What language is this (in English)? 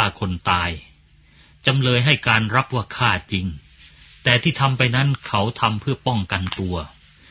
Thai